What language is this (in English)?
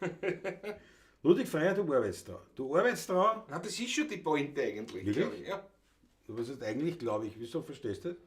Bavarian